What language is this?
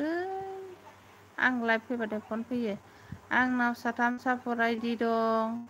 Bodo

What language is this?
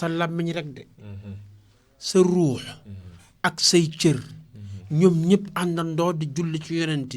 Wolof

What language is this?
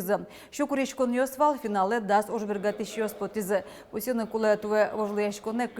Udmurt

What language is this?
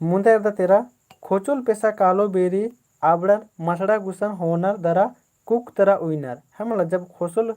Kurukh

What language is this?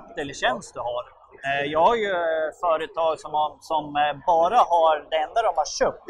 Swedish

